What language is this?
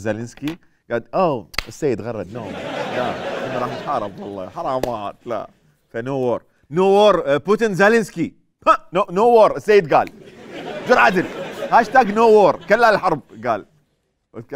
Mesopotamian Arabic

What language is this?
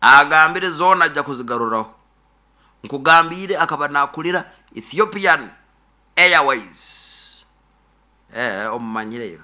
Nyoro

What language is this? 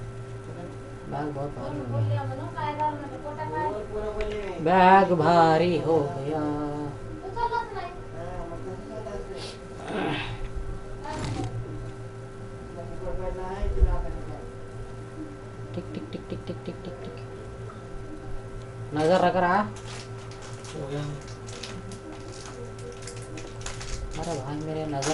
Hindi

